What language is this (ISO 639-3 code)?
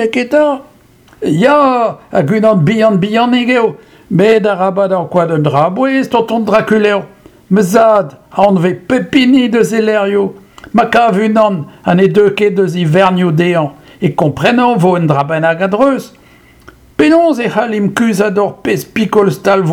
bre